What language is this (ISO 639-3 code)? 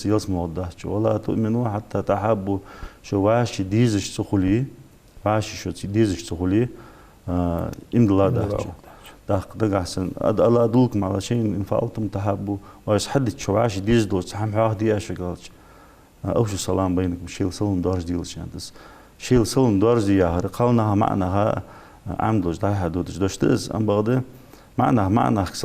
inh